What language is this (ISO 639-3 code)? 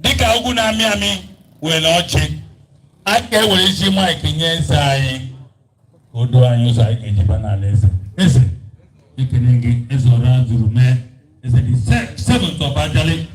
ibo